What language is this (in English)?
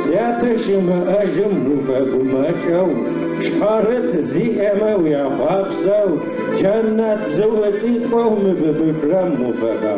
Adyghe